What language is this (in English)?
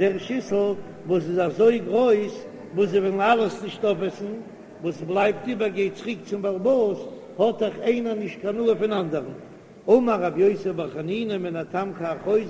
Yiddish